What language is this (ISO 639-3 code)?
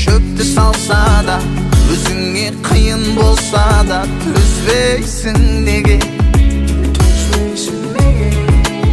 kaz